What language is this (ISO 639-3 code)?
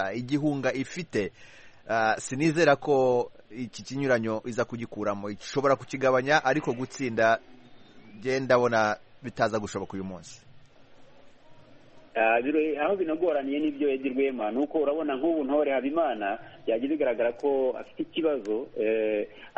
kin